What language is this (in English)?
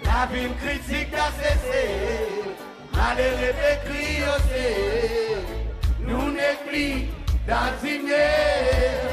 Seselwa Creole French